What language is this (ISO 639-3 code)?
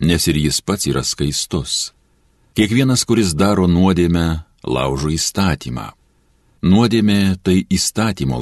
lit